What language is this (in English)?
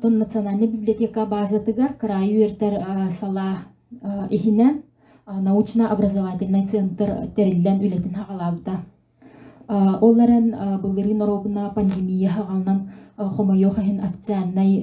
Yakut